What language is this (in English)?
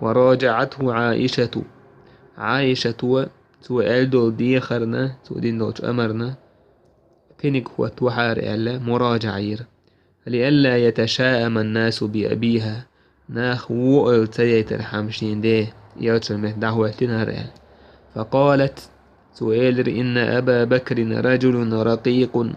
Chechen